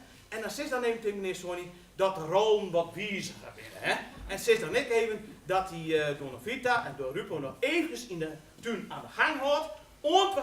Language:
Western Frisian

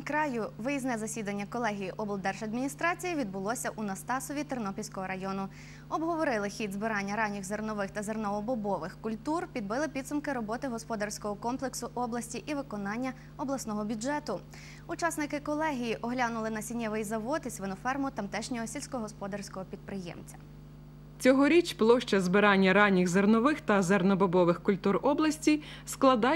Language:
Ukrainian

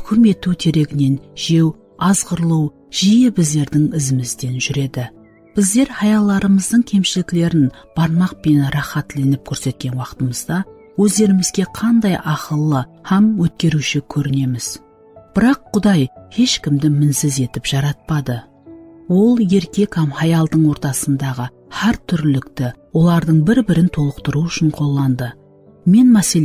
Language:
Kara-Kalpak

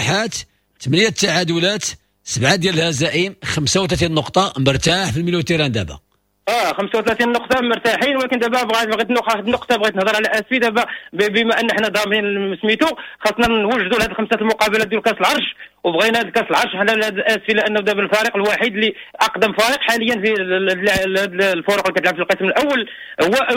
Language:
Moroccan Arabic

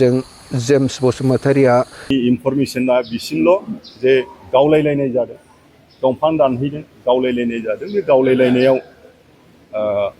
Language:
Bodo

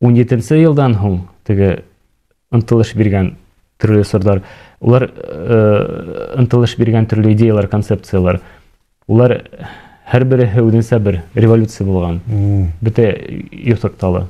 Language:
Bashkir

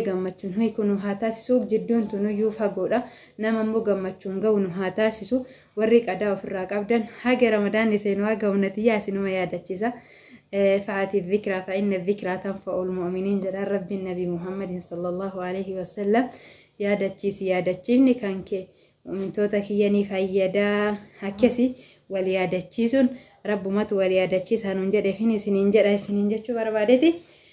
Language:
Oromo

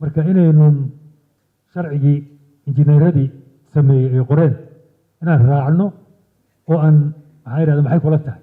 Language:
Somali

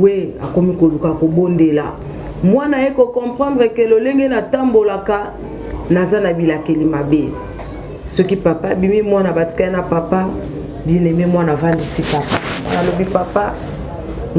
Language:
Lingala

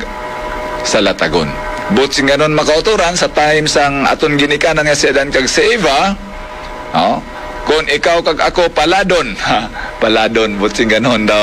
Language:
Hiligaynon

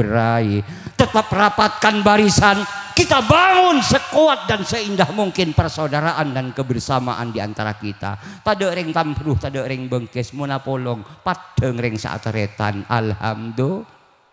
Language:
Madurese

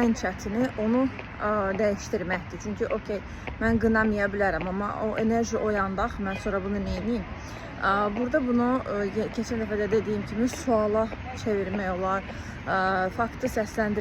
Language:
Azerbaijani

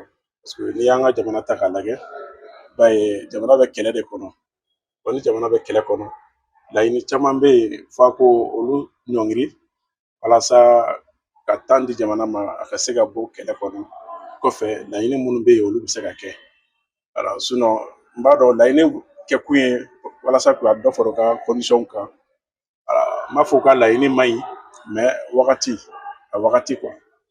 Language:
Bambara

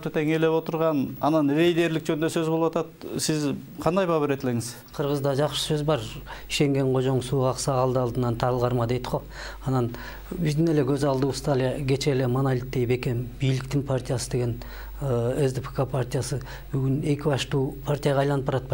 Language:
Kyrgyz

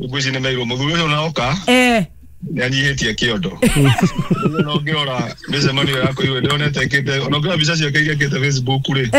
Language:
Kikuyu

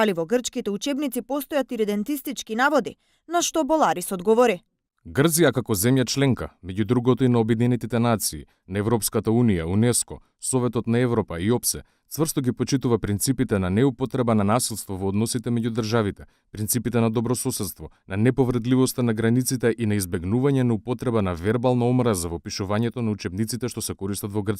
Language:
Macedonian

